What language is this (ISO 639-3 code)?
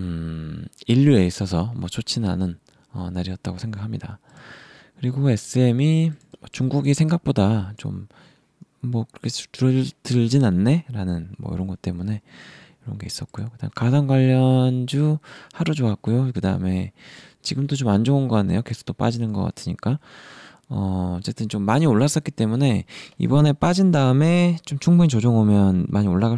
kor